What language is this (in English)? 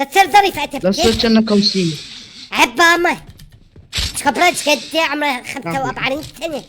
Mesopotamian Arabic